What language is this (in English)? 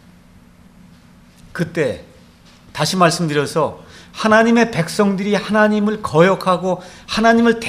Korean